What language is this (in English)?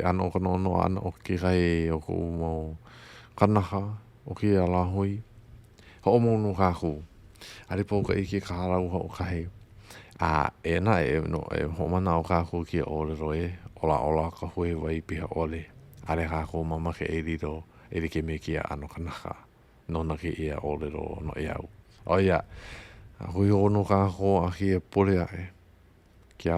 Hawaiian